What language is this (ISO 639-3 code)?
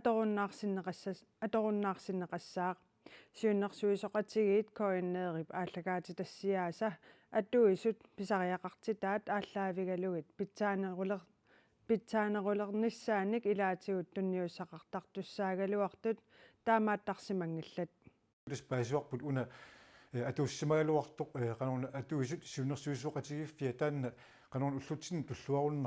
kal